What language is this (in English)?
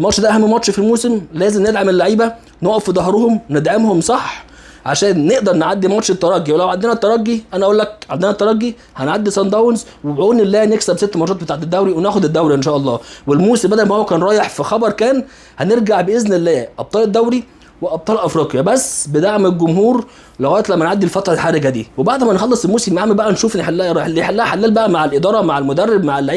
Egyptian Arabic